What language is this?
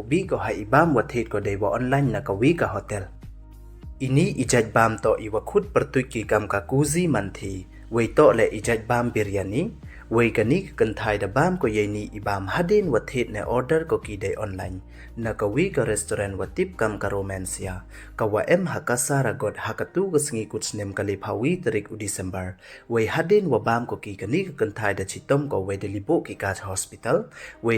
Pnar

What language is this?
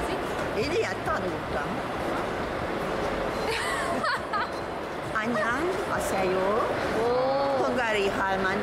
Korean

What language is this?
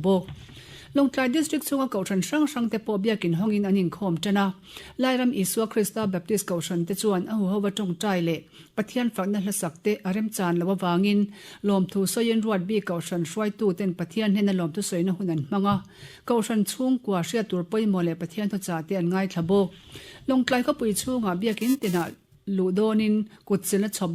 Mizo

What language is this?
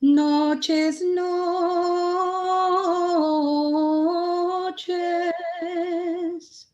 Ladino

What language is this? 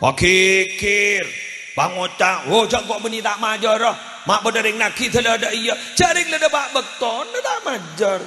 Madurese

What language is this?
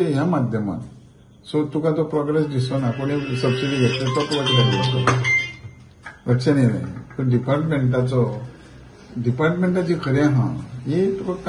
Konkani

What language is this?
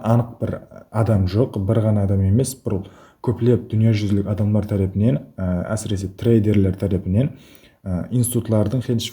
Kara-Kalpak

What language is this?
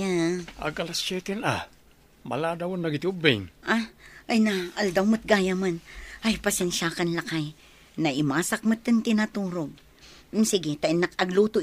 Iloko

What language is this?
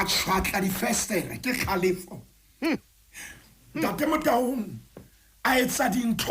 Southern Sotho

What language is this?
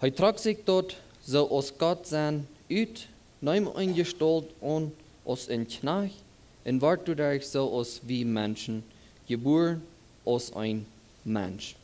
Plautdietsch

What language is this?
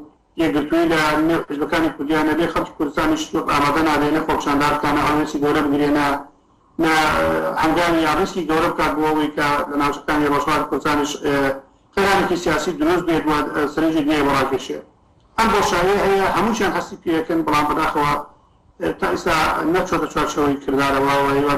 Central Kurdish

